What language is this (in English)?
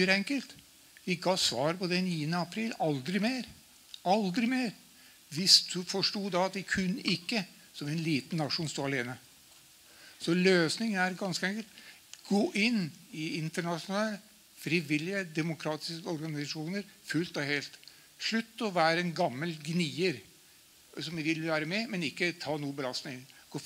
Norwegian